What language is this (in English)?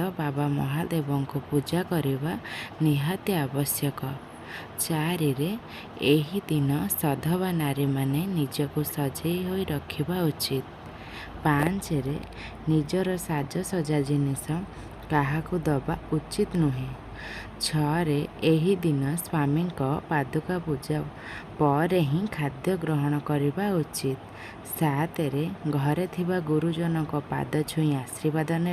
Odia